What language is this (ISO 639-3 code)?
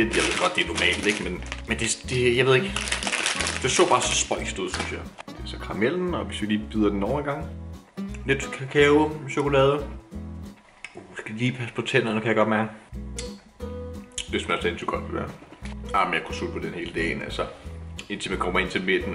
dan